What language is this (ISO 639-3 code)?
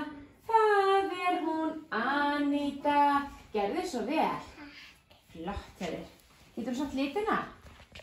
isl